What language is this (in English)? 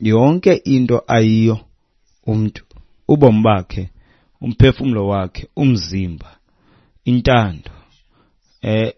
Xhosa